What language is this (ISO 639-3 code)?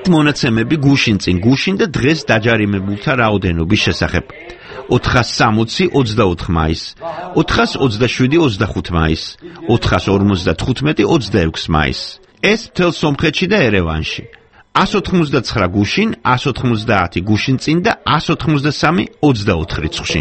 kat